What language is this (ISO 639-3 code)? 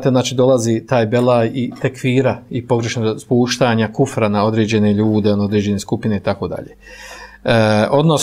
bos